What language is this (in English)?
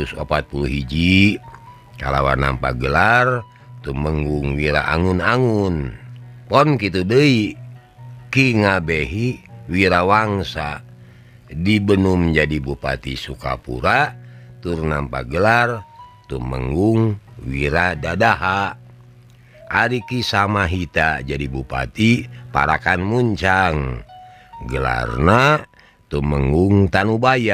Sundanese